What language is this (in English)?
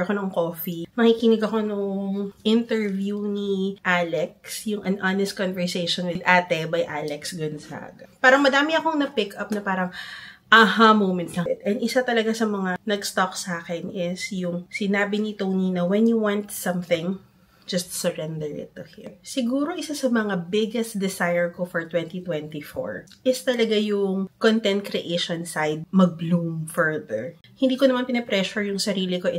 Filipino